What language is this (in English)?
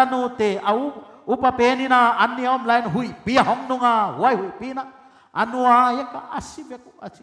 Paite Chin